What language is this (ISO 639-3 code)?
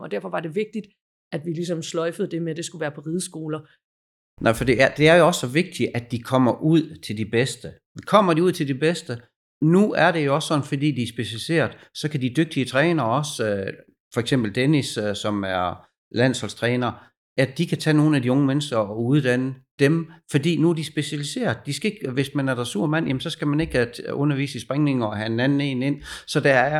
dan